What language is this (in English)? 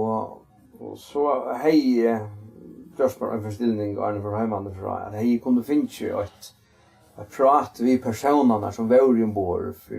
Faroese